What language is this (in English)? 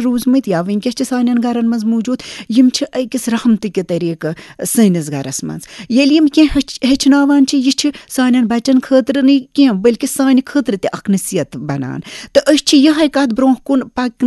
Kashmiri